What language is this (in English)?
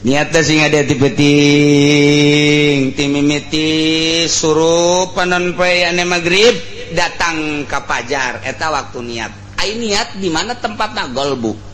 Sundanese